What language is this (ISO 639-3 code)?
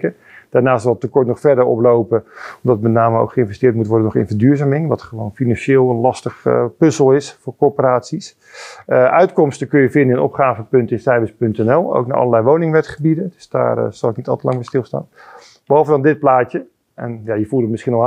nld